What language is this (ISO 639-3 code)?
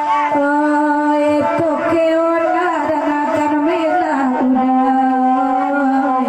min